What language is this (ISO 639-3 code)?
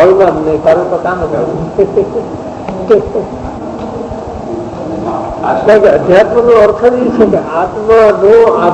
guj